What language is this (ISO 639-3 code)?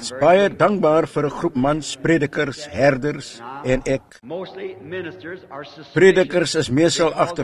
afr